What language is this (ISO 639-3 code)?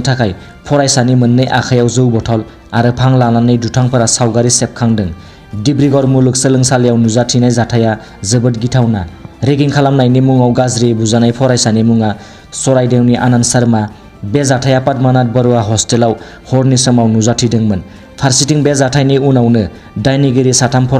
brx